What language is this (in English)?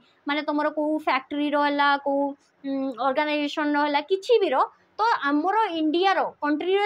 Odia